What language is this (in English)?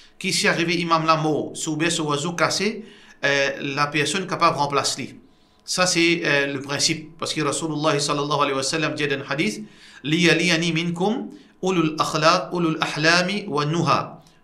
Morisyen